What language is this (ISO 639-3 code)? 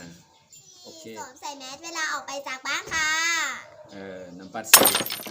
shn